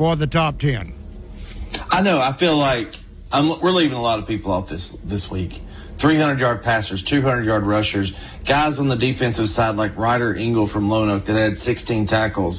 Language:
English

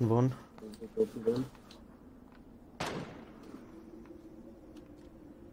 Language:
German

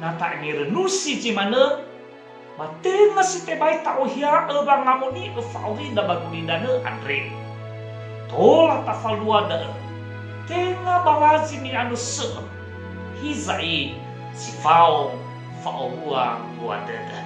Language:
Nias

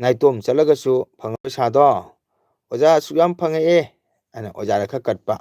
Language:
Manipuri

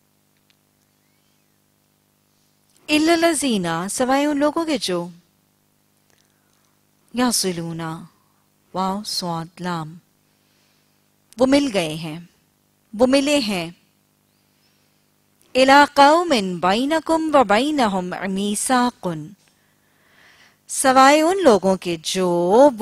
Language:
Urdu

